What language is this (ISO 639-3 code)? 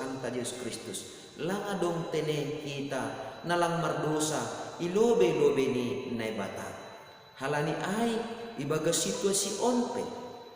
bts